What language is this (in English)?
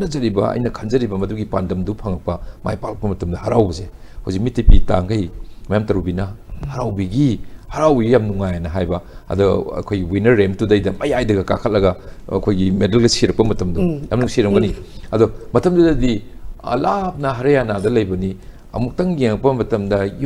Manipuri